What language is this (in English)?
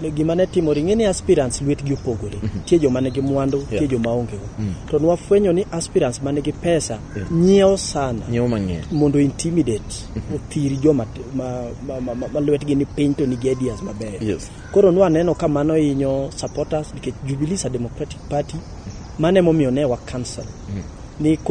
Luo (Kenya and Tanzania)